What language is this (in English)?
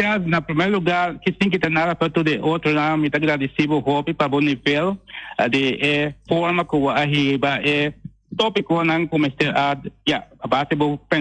Papiamento